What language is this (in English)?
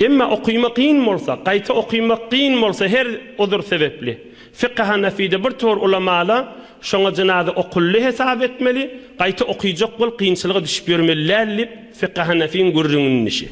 Turkmen